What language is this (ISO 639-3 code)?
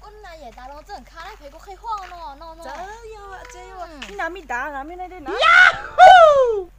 shn